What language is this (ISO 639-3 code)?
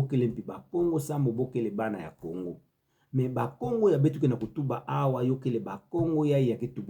ktu